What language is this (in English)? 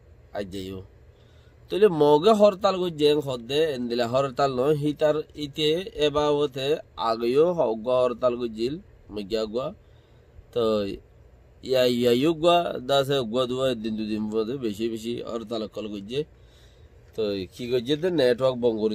Rohingya